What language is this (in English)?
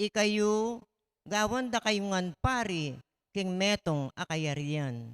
Pampanga